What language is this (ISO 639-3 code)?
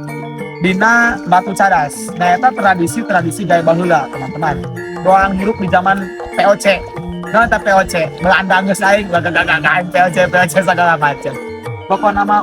sun